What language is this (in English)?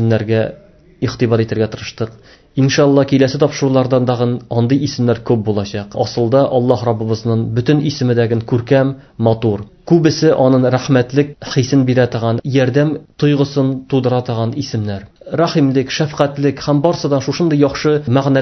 Tatar